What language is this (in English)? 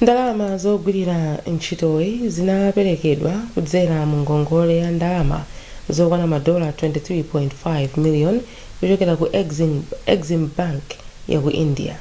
Nyanja